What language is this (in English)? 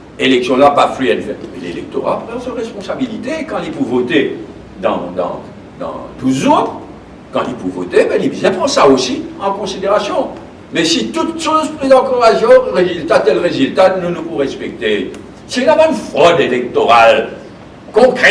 Morisyen